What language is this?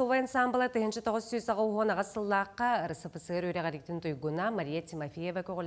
Yakut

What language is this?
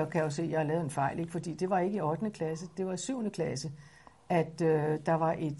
Danish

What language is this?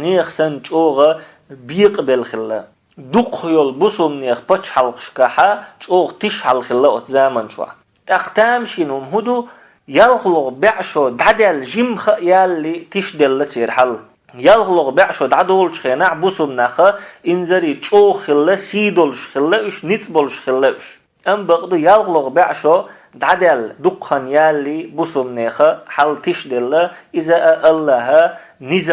Chechen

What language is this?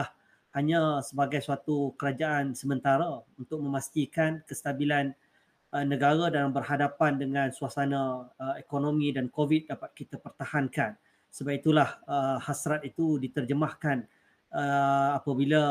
Malay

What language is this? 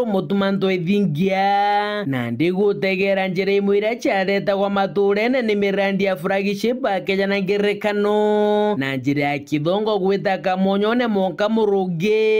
Meru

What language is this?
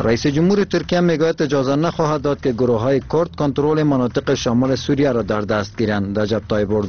Persian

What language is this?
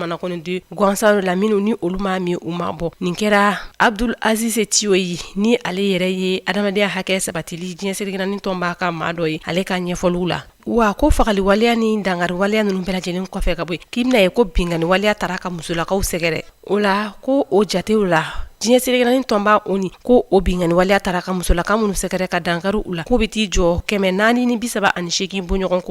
Bambara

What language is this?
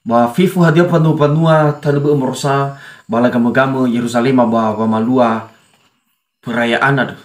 Nias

